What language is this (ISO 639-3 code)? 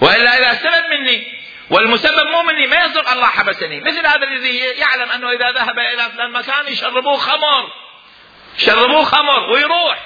acm